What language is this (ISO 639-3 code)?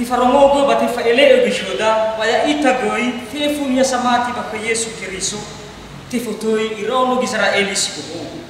nia